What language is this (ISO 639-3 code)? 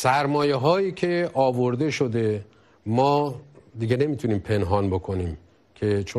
fas